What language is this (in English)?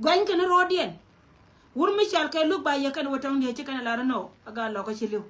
Nuer